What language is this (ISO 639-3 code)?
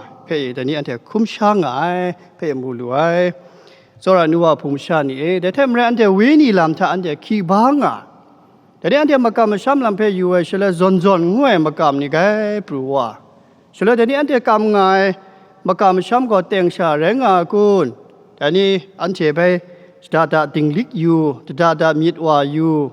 kac